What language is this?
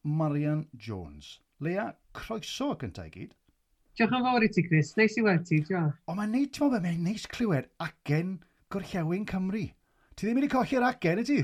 Welsh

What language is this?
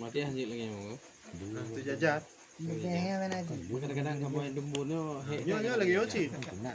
Achinese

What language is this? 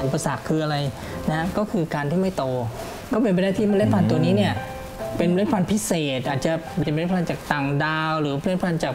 Thai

